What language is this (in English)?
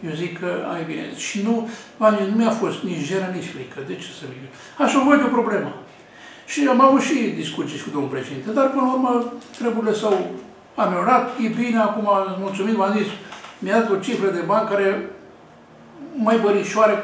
Romanian